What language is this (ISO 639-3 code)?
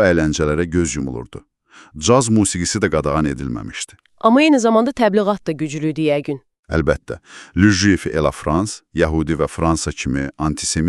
aze